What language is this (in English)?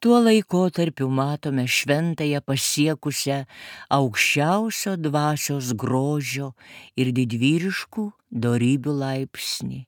Lithuanian